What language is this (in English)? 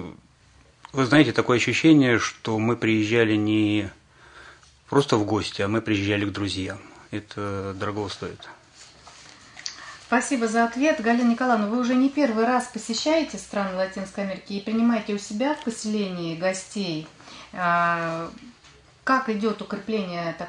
Russian